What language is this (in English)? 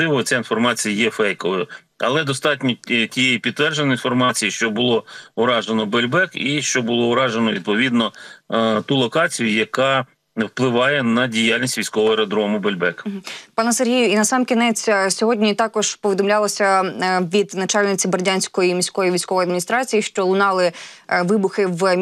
Ukrainian